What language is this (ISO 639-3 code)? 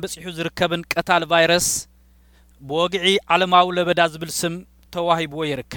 tir